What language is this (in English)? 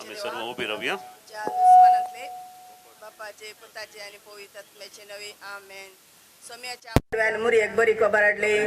Konkani